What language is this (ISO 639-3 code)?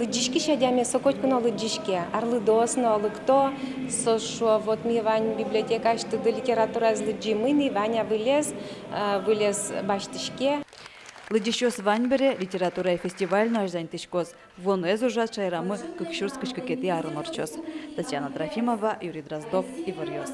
udm